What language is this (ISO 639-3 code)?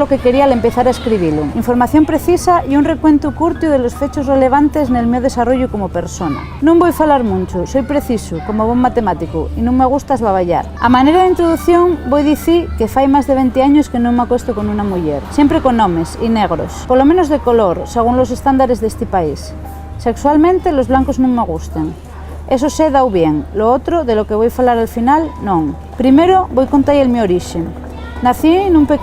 ast